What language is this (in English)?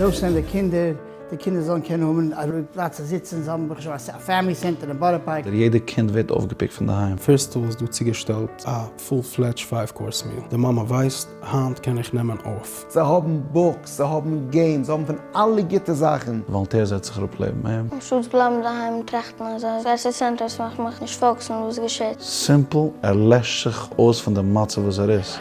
Yiddish